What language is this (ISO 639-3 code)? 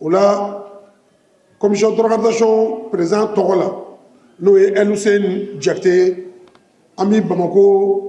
bam